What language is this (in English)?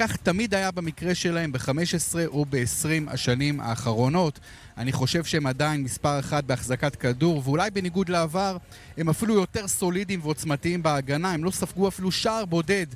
Hebrew